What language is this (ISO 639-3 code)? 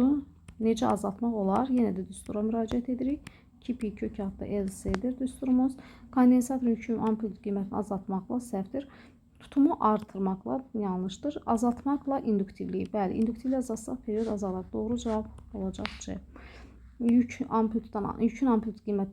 aze